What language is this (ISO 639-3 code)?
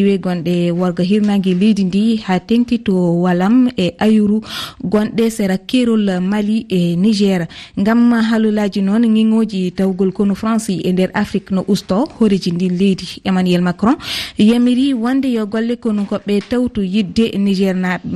ful